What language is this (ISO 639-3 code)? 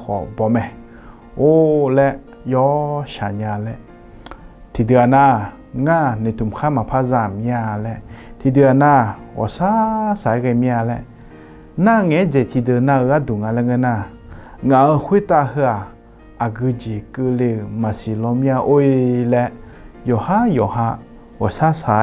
ahk